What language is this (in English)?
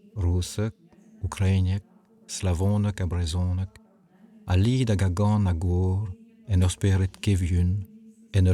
Breton